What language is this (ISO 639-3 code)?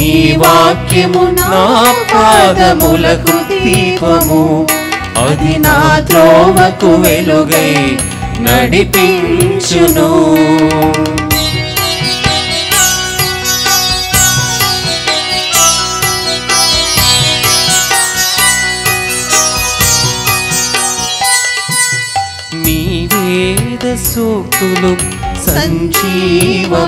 tel